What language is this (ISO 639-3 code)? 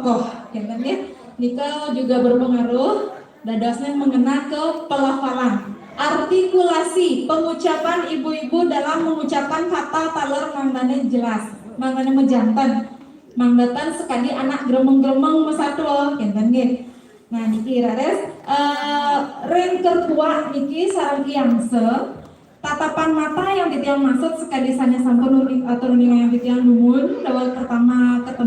ban